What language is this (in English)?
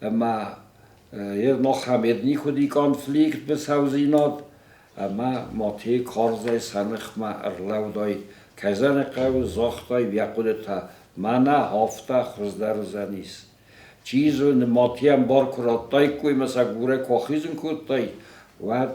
Ossetic